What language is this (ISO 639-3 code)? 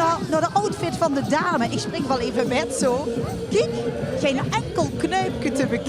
lim